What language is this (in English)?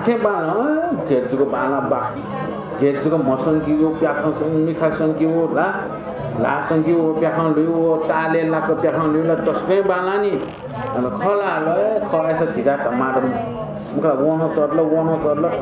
Newari